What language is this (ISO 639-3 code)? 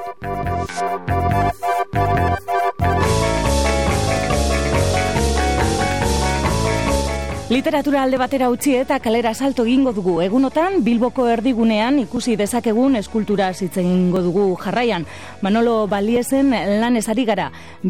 eus